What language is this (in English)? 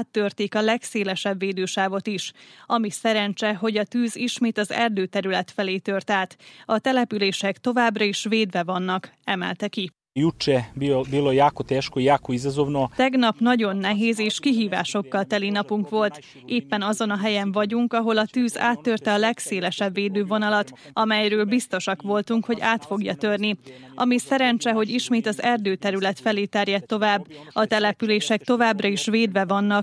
Hungarian